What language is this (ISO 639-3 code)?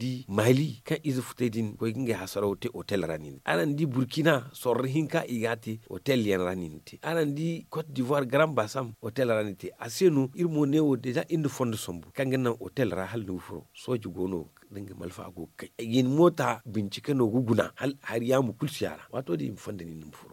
dje